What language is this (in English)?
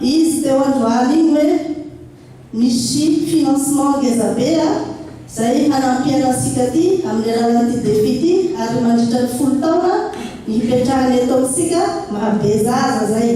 Malagasy